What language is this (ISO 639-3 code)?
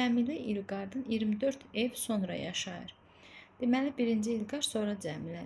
aze